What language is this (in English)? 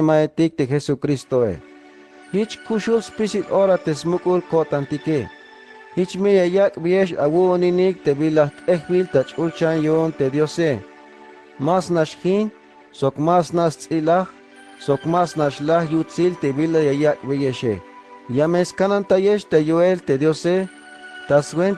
Tzeltal